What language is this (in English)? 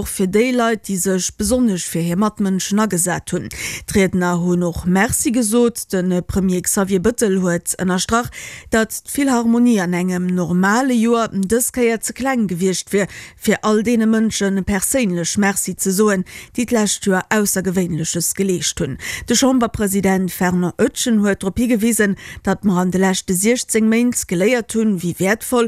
Luxembourgish